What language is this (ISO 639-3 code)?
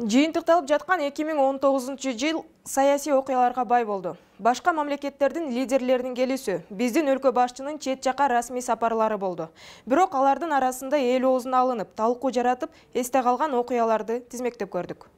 kir